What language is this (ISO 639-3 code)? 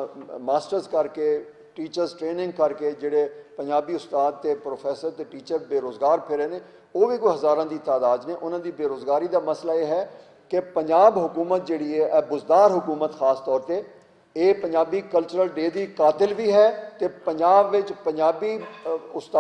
lah